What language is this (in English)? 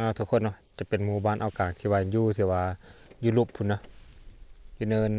Lao